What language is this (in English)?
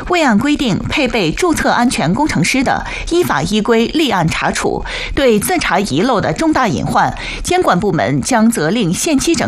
Chinese